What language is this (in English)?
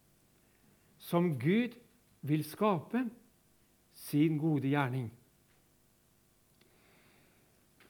Norwegian